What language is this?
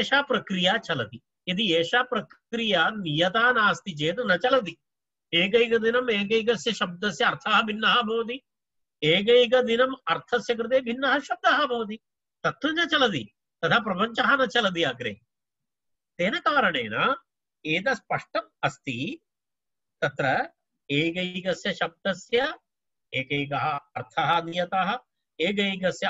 Sanskrit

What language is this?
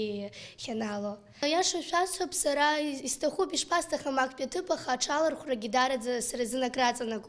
Abkhazian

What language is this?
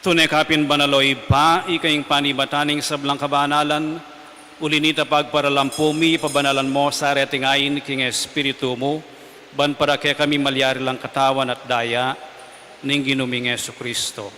Pampanga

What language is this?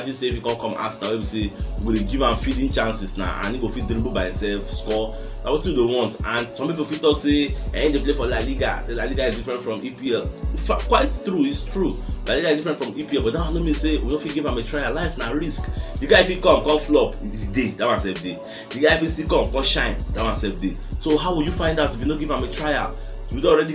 Nigerian Pidgin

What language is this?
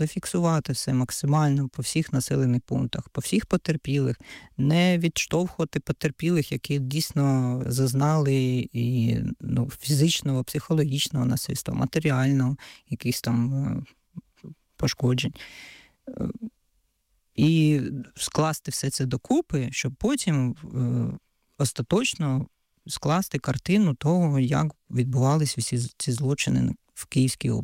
Ukrainian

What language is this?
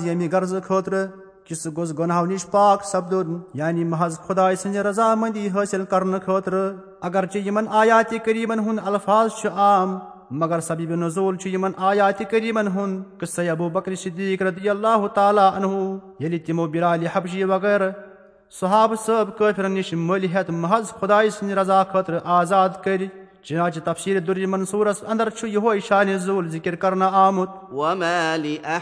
Kashmiri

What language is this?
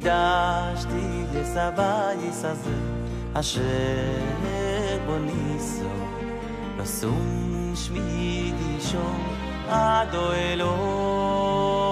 Hebrew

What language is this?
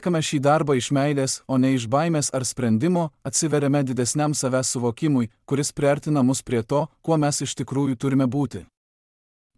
Lithuanian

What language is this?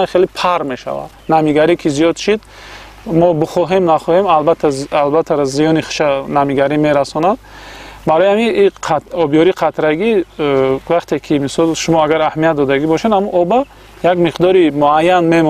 Tajik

